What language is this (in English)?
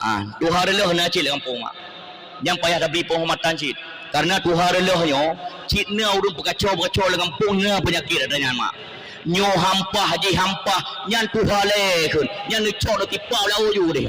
Achinese